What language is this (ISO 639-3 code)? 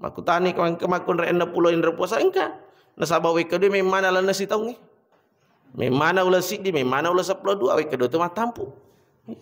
bug